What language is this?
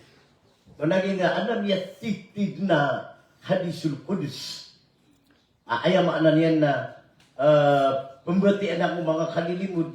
Maranao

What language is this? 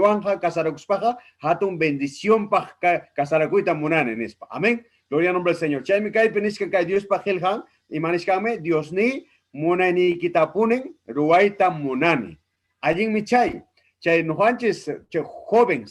Ayacucho Quechua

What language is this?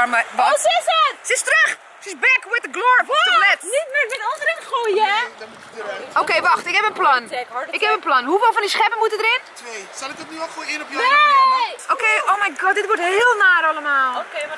Dutch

